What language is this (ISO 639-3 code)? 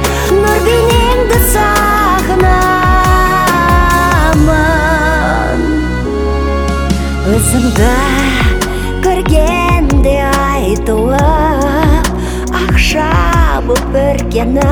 kaz